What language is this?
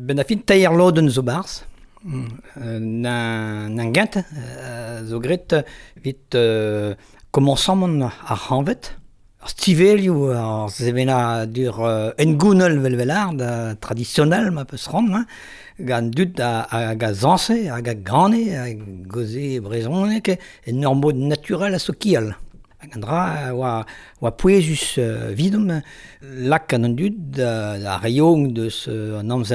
Breton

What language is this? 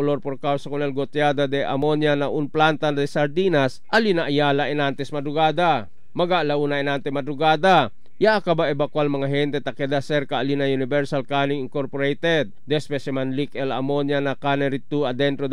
Chavacano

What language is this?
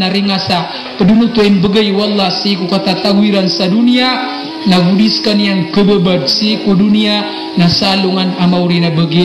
Maranao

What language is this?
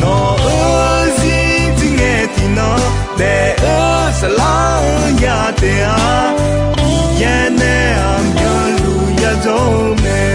Akha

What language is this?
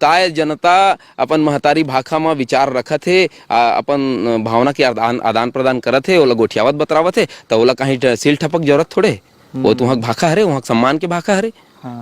Chhattisgarhi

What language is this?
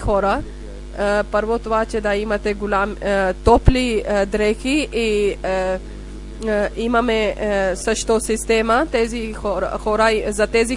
Bulgarian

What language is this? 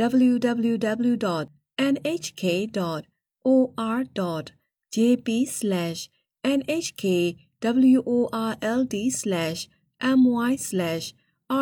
Burmese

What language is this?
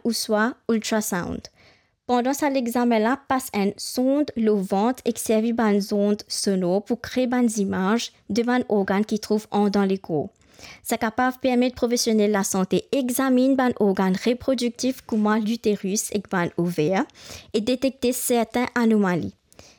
Morisyen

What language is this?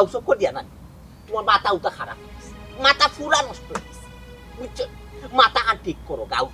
Sylheti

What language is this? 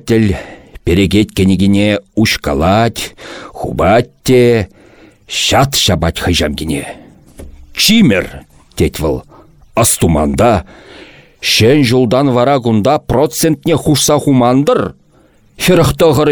Chuvash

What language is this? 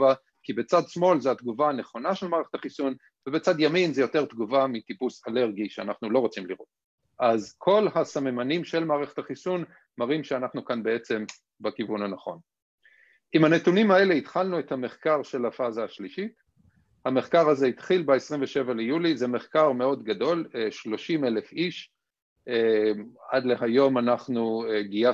Hebrew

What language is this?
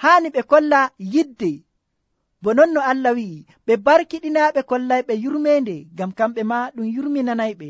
Nigerian Fulfulde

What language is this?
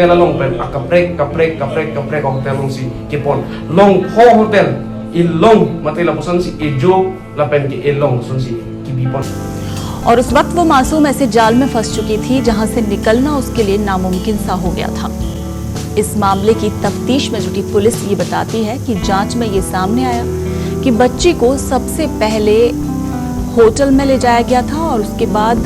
Karbi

